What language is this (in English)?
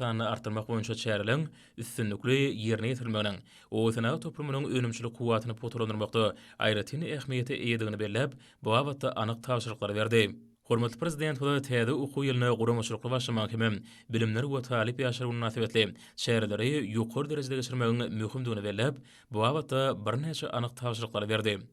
Turkmen